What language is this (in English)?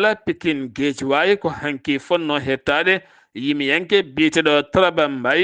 Fula